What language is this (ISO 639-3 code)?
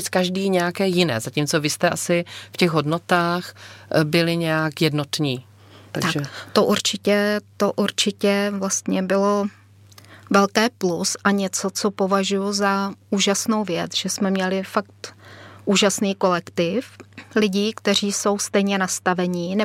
ces